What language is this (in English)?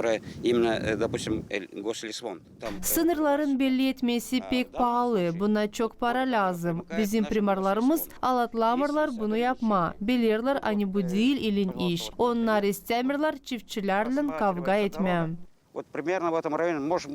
Gagauz